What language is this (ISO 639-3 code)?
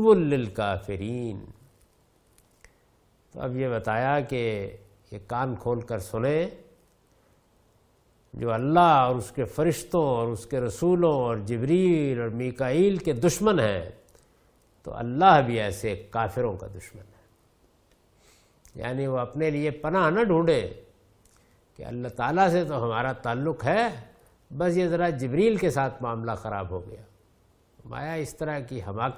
urd